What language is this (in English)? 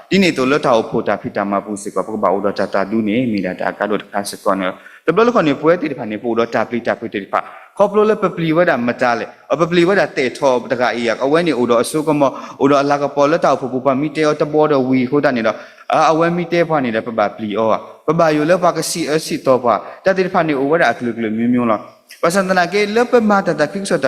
S'gaw Karen